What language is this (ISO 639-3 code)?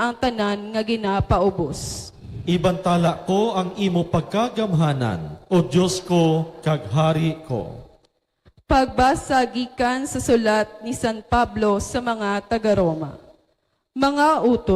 hil